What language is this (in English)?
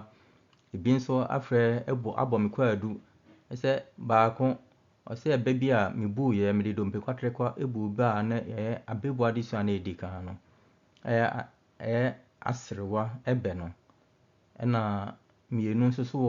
Akan